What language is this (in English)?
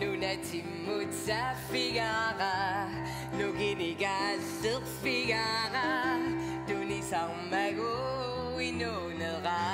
Kalaallisut